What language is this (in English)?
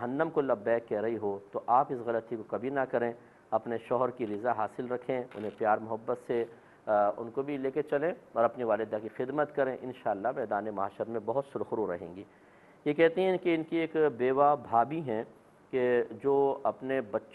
Urdu